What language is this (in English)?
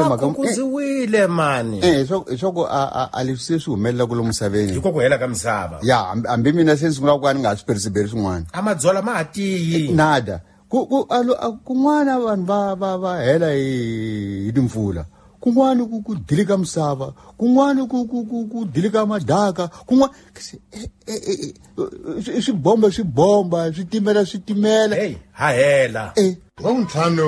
Tsonga